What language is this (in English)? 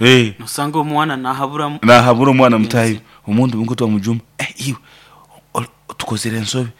Nyoro